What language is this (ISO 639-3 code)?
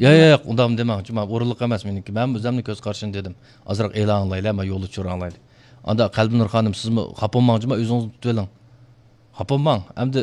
uig